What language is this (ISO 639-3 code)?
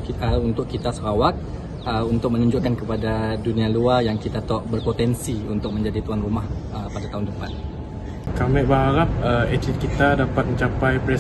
msa